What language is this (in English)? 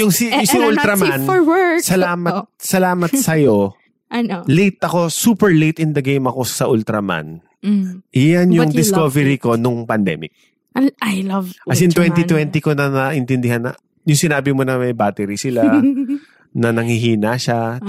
Filipino